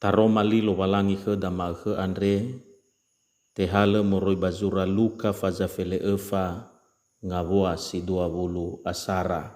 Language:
Nias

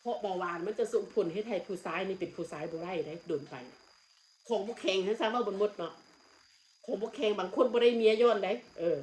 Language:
Northeastern Thai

